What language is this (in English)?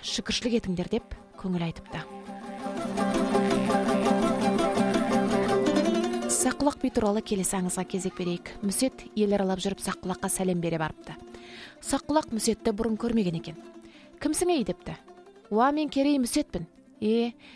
Kazakh